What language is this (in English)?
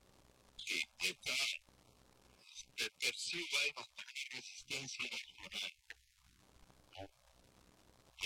Spanish